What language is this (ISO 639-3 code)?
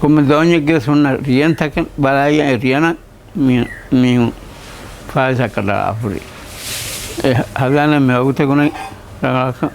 div